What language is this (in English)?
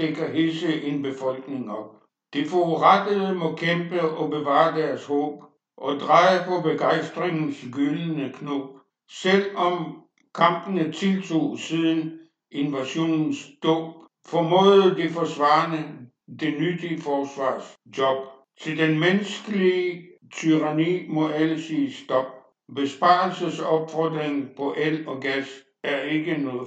Danish